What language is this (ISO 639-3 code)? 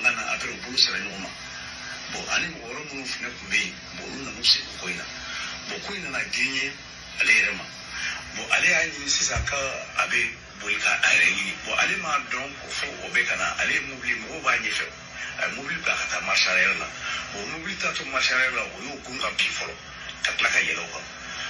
bam